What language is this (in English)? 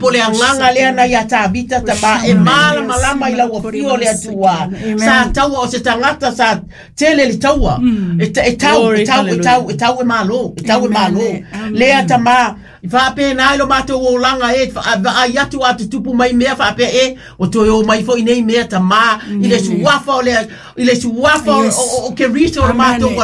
Samoan